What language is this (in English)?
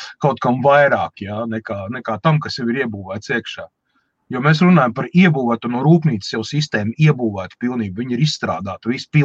Latvian